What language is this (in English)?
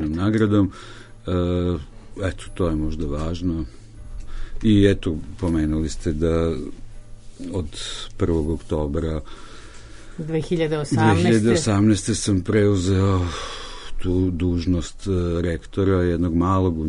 Serbian